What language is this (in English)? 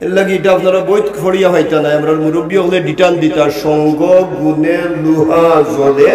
Sylheti